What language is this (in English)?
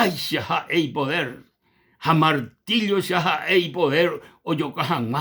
Guarani